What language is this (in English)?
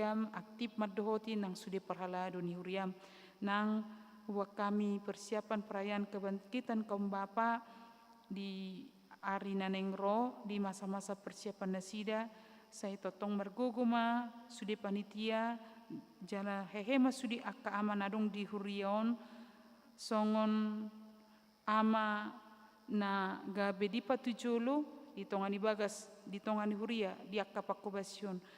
Batak Toba